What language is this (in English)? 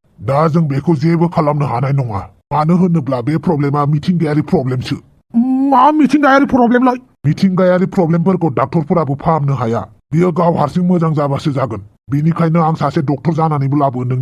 Bodo